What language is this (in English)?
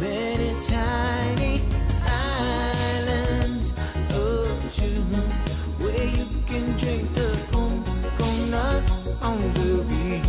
Pohnpeian